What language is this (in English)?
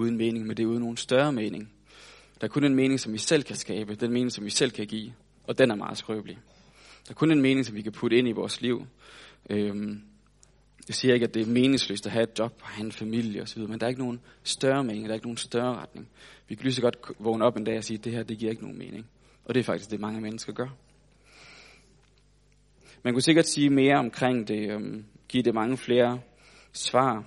Danish